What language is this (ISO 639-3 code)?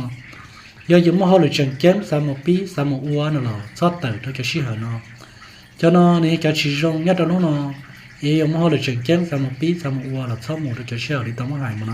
hmn